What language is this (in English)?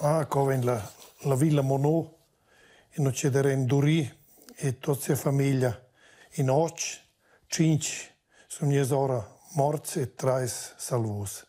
Romansh